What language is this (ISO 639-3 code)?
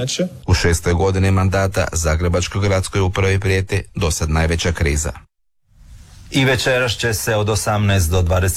hrv